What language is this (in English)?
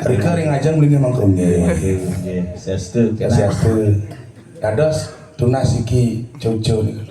Balinese